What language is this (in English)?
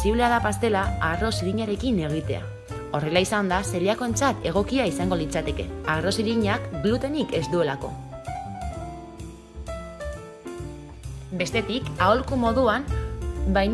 Basque